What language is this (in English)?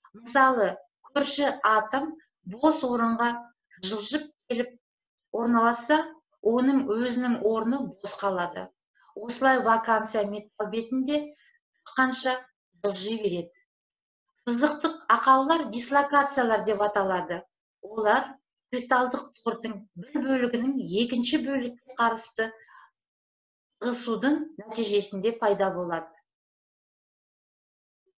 Kazakh